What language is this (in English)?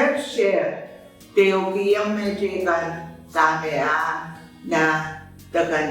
Pohnpeian